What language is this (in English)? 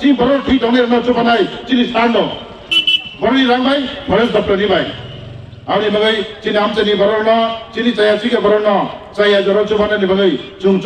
Kok Borok